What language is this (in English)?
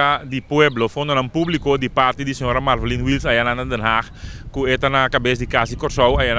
Papiamento